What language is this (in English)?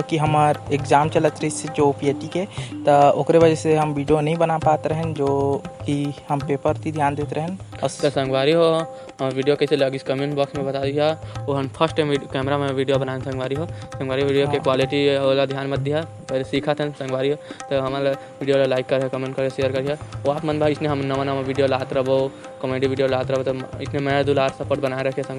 Chhattisgarhi